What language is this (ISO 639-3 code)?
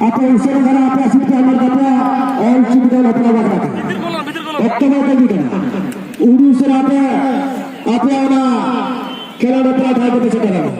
sat